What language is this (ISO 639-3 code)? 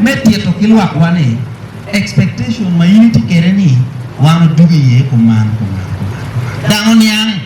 ach